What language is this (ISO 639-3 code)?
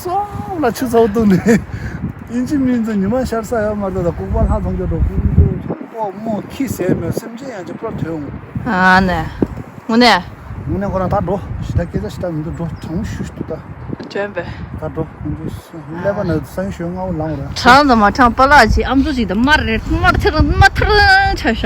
bod